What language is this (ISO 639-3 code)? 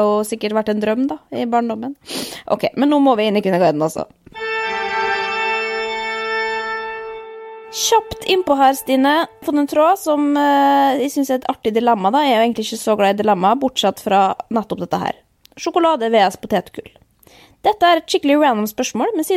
nor